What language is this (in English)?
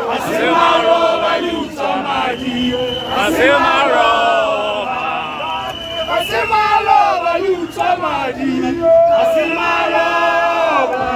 Tswana